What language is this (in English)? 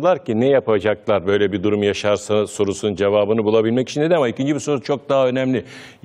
Turkish